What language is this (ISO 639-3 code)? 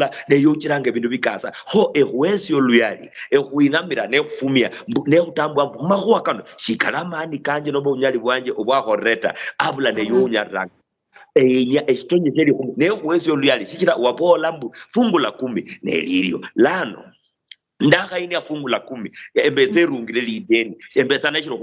luy